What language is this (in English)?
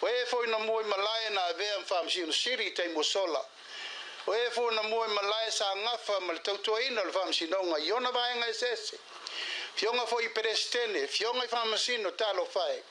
Samoan